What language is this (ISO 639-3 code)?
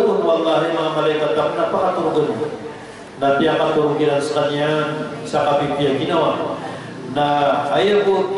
mrw